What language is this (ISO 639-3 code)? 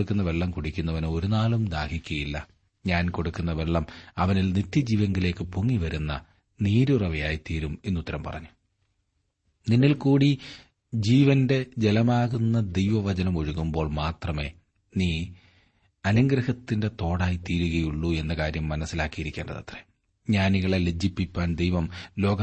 mal